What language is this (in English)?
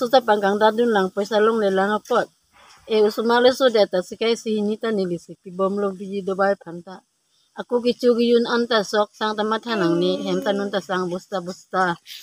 Karbi